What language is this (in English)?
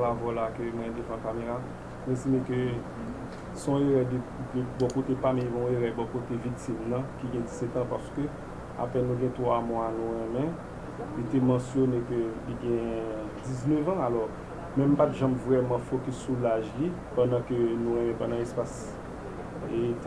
Haitian Creole